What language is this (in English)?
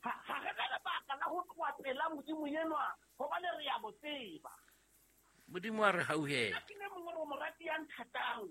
Southern Sotho